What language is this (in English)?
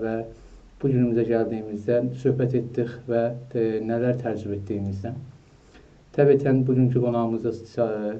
South Azerbaijani